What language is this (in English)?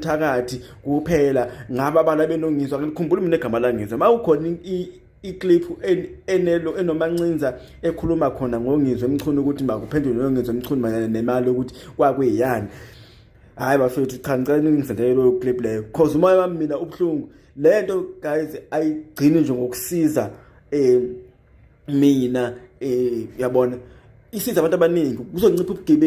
Zulu